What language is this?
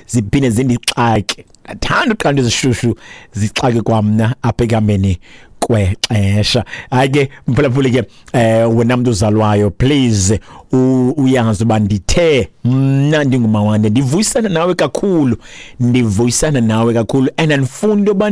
Xhosa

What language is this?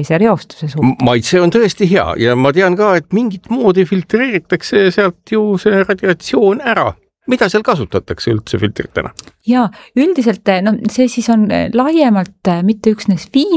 Estonian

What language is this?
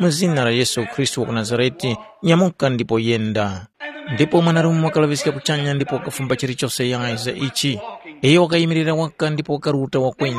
Tumbuka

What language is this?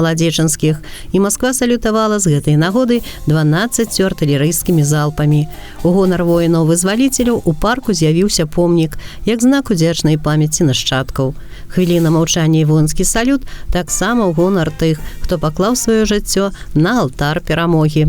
Belarusian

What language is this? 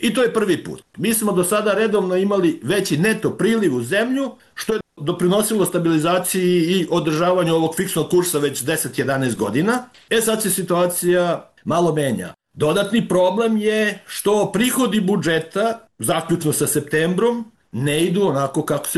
Serbian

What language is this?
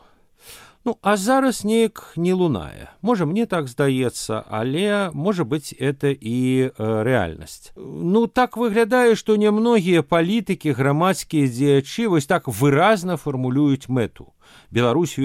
Belarusian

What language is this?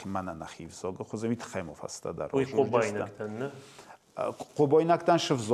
Ossetic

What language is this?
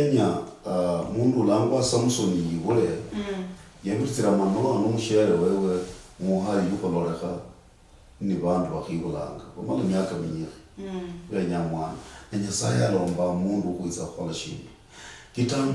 Luyia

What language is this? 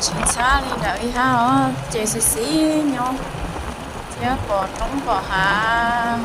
Hmong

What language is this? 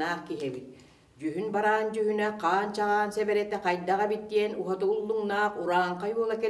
Yakut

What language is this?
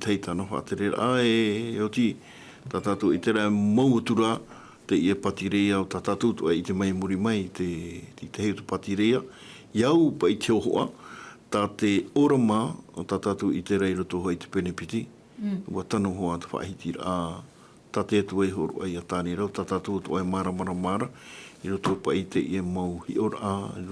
Tahitian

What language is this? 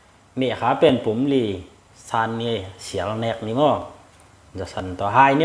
Tedim Chin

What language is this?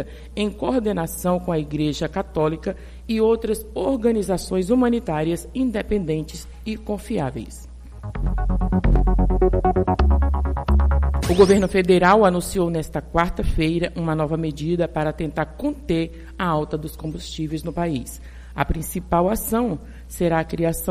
Portuguese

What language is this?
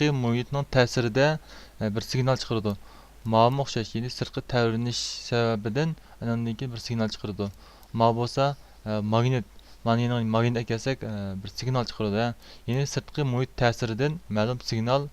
Uyghur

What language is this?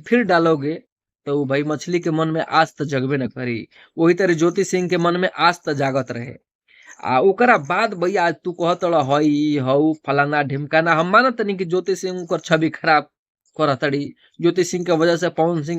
Bhojpuri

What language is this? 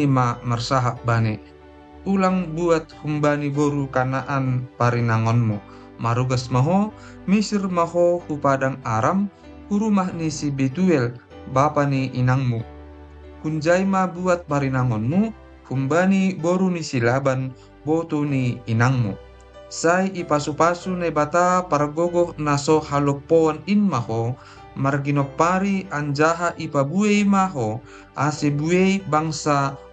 Batak Simalungun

